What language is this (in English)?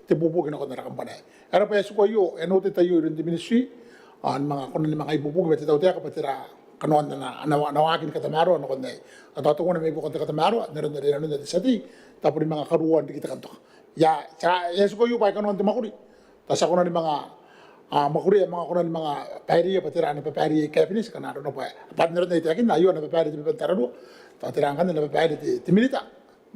Gilbertese